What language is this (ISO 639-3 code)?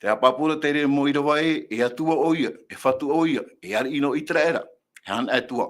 tah